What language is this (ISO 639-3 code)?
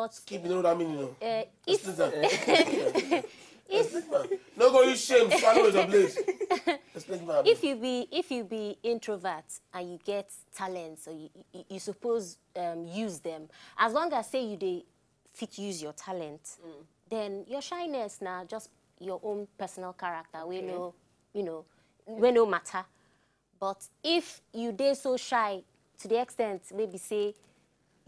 pcm